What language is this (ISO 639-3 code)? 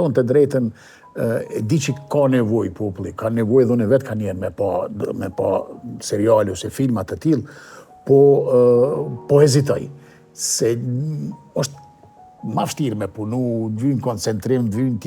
sqi